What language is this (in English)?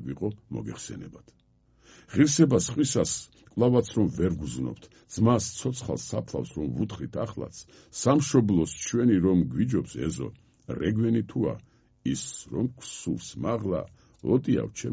Georgian